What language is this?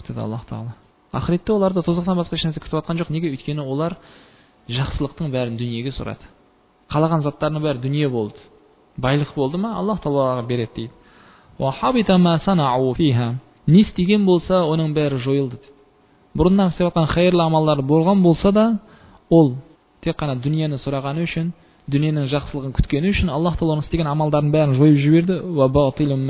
Kazakh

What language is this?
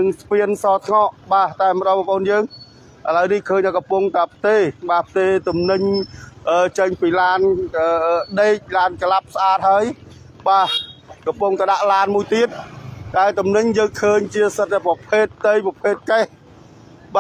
Khmer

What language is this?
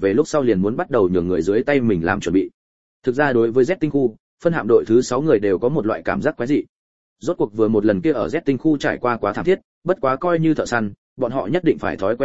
Vietnamese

